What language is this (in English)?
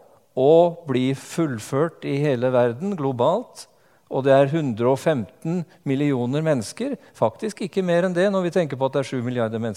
Norwegian